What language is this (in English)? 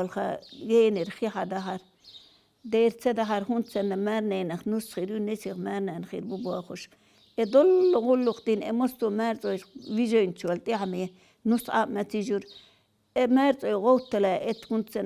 Chechen